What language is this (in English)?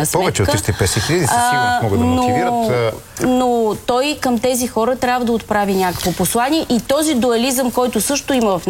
Bulgarian